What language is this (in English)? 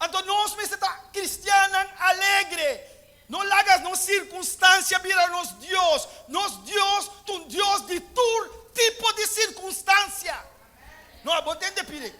Papiamento